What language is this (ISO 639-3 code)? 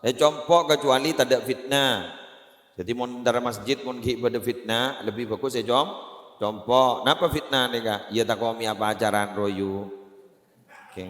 mad